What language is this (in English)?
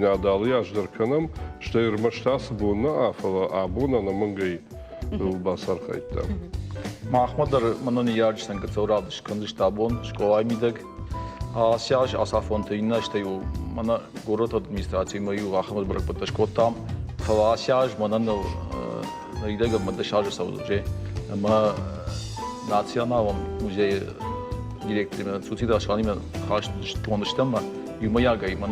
Ossetic